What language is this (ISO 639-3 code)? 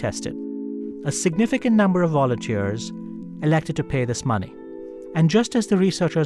eng